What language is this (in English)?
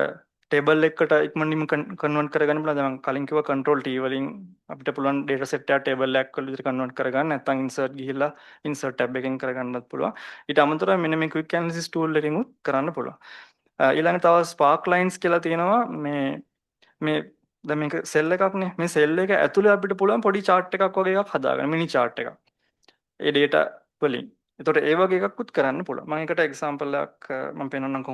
Sinhala